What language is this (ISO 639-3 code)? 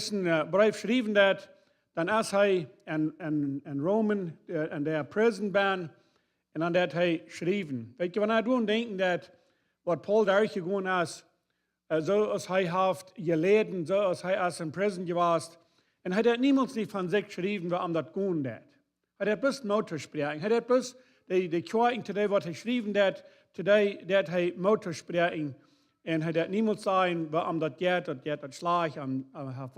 pdt